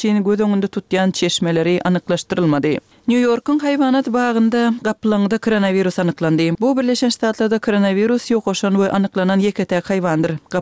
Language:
Turkmen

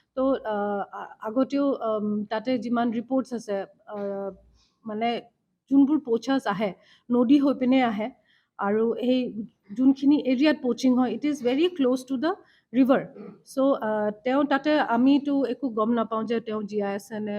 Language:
Assamese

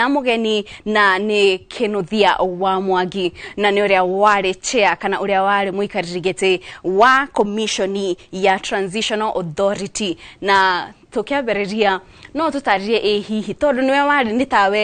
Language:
Kikuyu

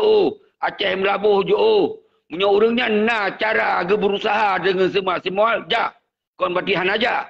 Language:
Achinese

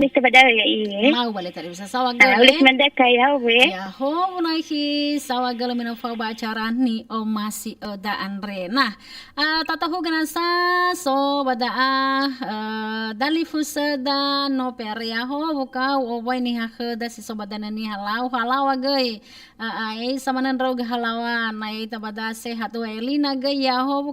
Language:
Nias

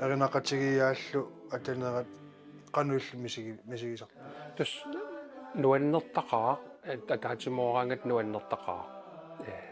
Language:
Kalaallisut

